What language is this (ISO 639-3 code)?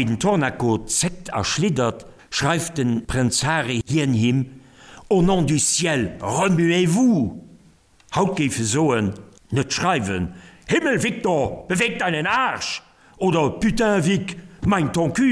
ltz